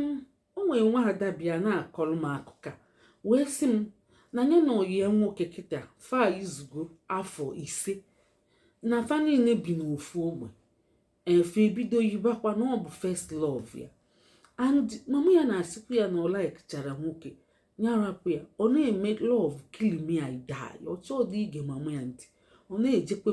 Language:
Igbo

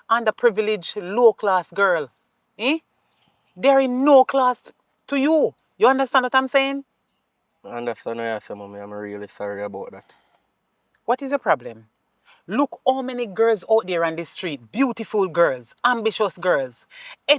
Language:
Jamaican Creole English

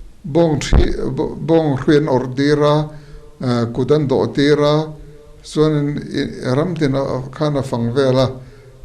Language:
Mizo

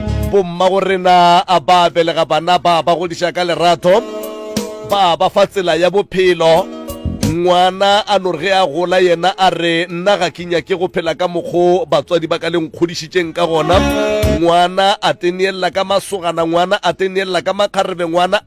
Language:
Northern Sotho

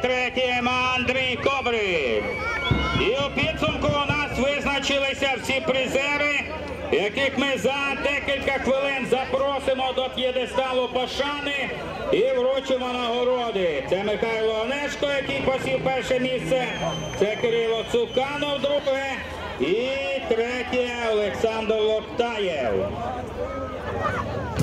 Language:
Ukrainian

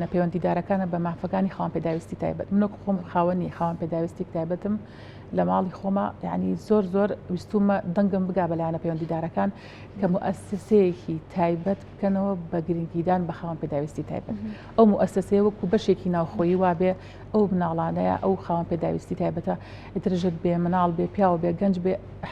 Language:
Central Kurdish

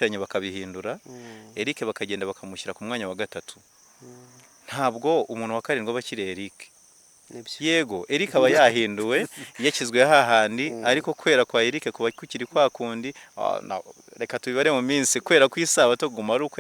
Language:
Kinyarwanda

